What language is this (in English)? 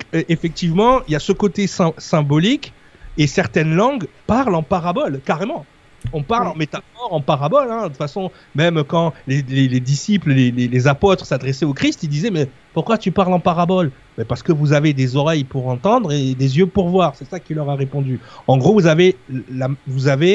French